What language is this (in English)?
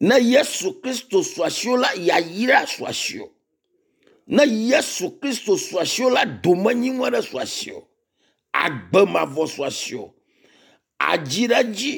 Ewe